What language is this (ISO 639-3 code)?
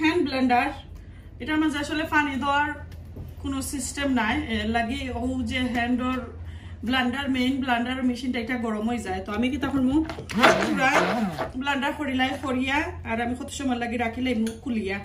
syl